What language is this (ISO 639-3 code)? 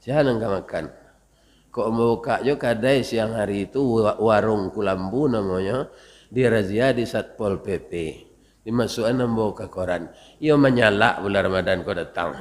min